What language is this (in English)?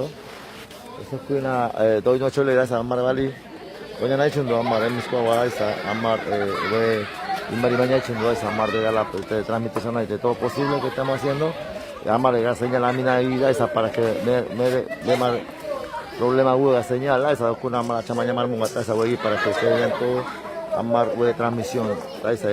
San Blas Kuna